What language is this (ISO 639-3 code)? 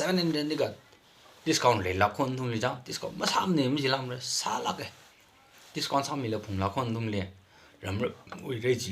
nmf